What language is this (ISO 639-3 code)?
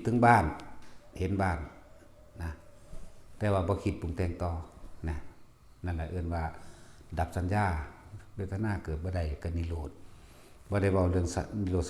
tts